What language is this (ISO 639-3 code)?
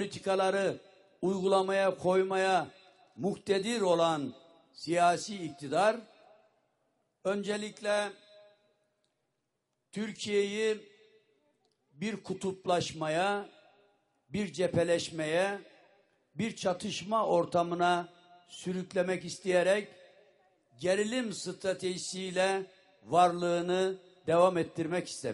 tur